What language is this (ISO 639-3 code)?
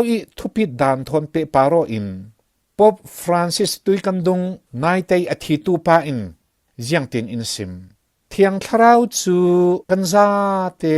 cfm